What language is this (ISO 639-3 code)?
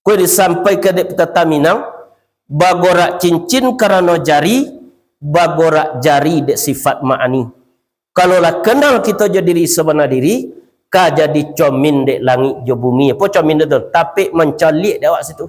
min